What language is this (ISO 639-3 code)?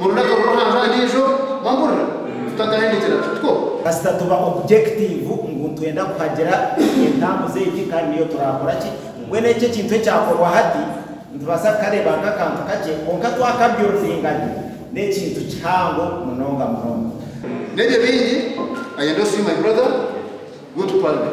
nyn